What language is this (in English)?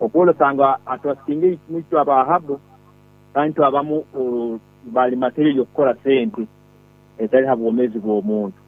Nyankole